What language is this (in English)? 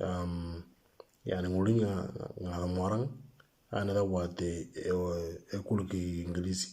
Moro